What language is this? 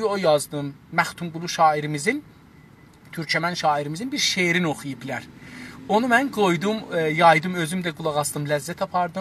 South Azerbaijani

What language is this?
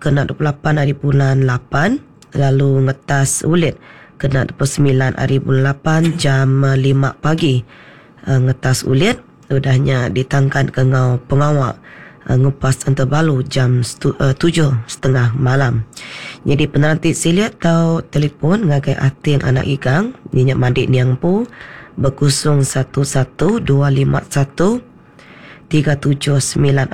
Iban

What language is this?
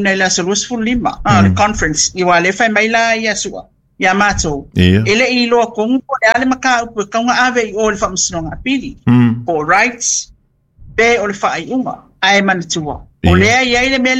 Samoan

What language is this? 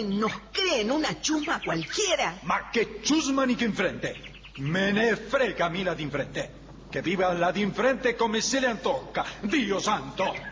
Spanish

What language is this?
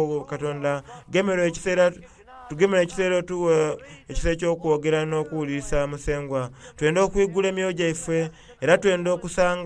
Soga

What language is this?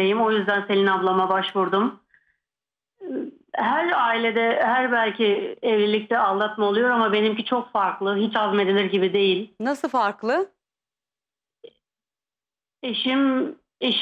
Turkish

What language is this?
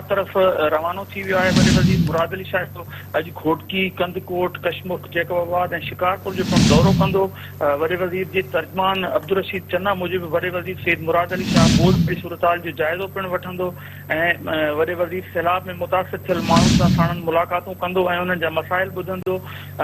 Sindhi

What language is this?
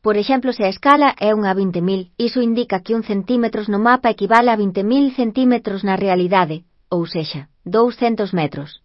Galician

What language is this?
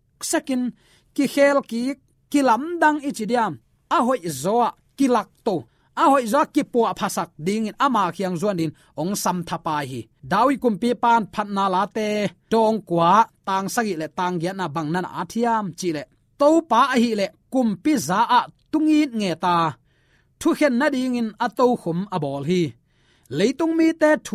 Tedim Chin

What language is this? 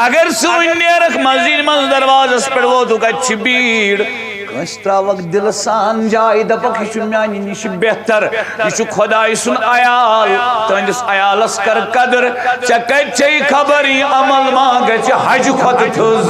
Kashmiri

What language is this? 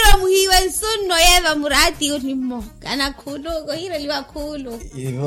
Makhuwa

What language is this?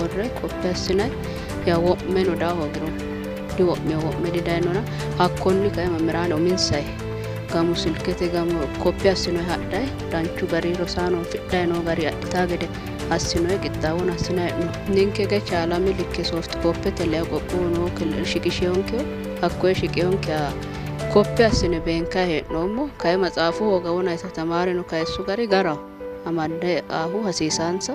Sidamo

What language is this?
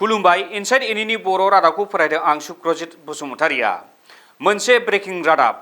Bodo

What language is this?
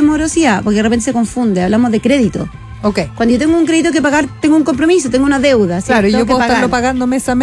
Spanish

